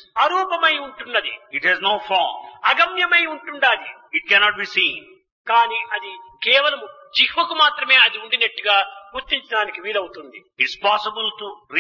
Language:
Telugu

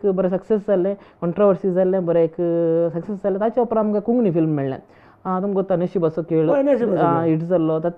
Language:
Konkani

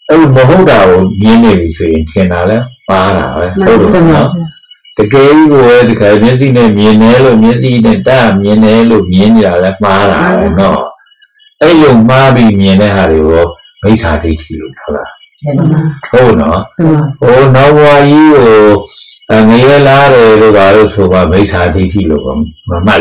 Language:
Burmese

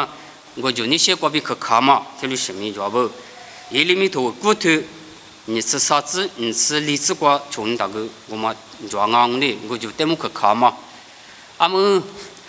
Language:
Lisu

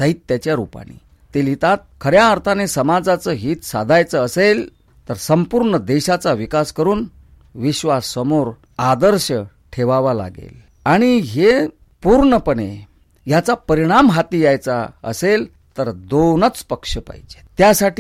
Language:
Marathi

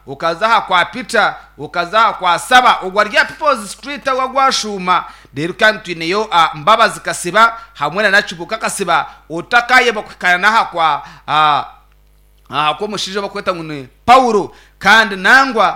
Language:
Nyankole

